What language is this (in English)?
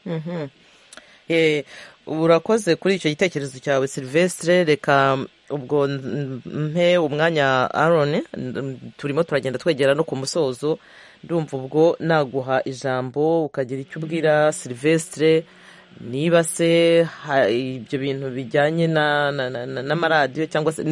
Kinyarwanda